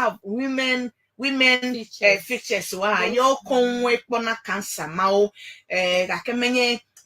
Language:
Ewe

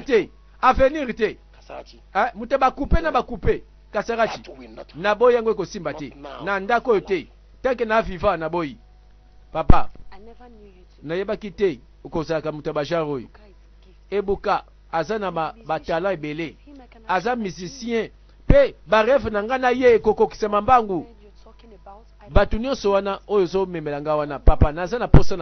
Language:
Lingala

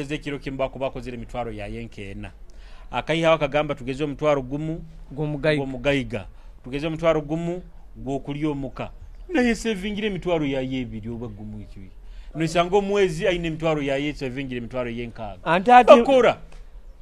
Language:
Nyoro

